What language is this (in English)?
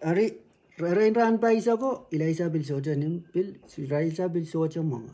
Pohnpeian